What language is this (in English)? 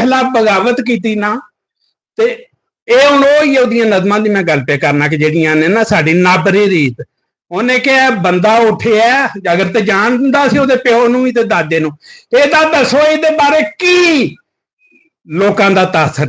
Western Panjabi